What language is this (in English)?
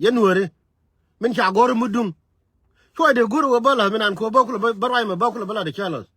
Nuer